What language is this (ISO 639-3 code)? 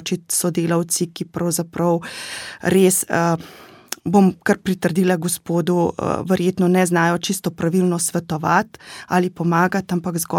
slv